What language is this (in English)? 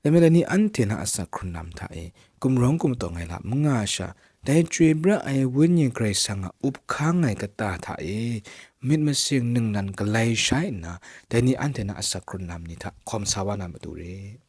Kachin